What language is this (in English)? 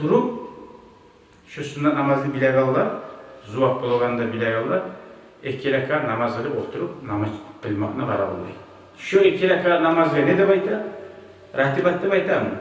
Kumyk